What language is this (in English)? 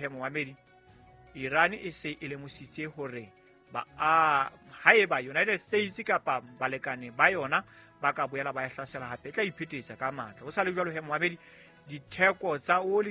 Southern Sotho